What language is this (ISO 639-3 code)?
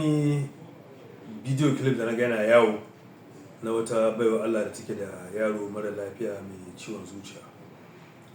hau